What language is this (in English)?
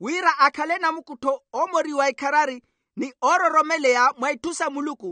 Makhuwa